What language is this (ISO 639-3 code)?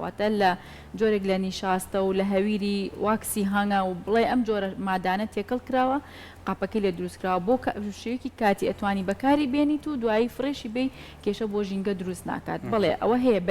ckb